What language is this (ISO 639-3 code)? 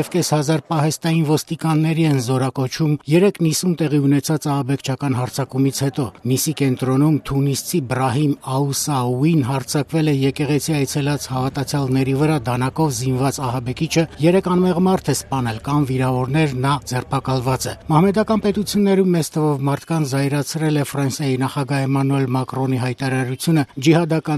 hye